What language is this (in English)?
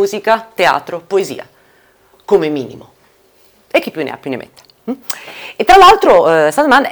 Italian